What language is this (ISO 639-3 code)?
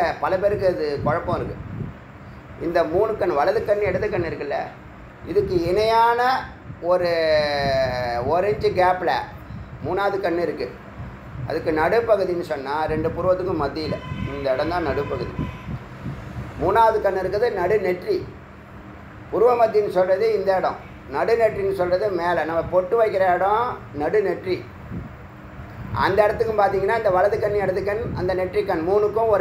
tam